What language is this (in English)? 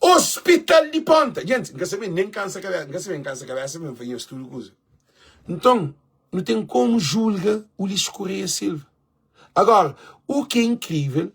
Kabuverdianu